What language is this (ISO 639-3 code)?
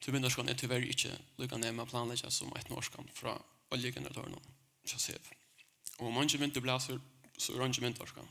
fao